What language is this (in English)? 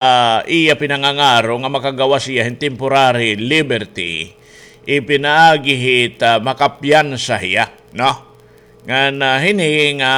Waray